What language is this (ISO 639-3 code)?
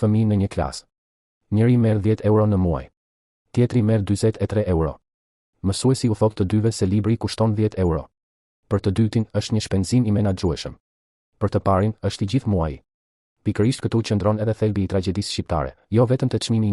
sqi